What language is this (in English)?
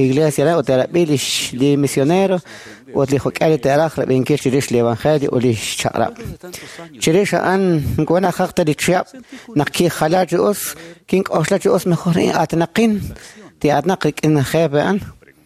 Kekchí